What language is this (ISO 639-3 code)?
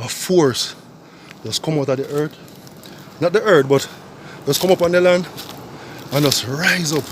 jam